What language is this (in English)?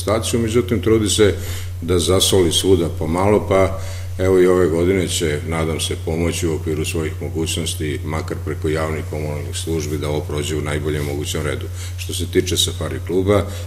Serbian